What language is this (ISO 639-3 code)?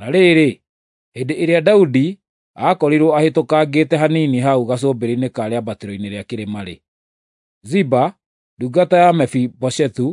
kik